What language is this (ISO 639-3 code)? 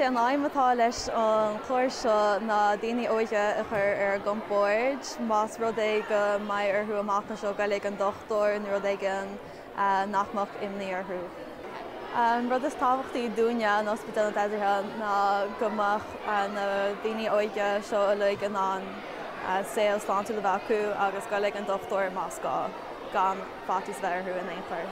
gle